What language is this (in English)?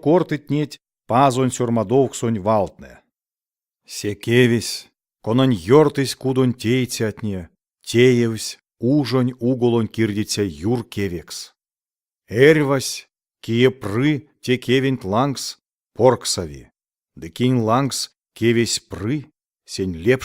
Erzya